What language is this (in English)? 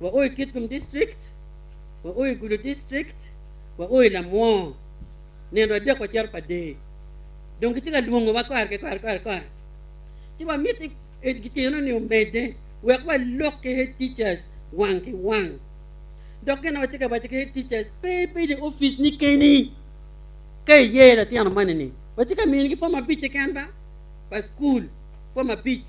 Acoli